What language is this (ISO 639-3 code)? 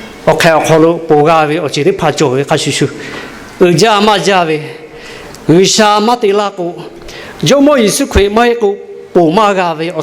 lhu